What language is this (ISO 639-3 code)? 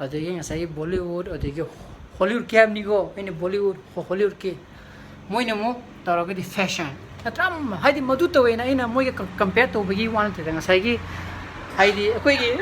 mni